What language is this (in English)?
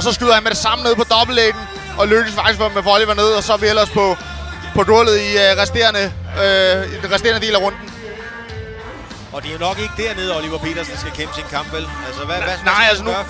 Danish